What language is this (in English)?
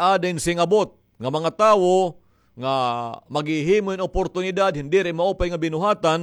Waray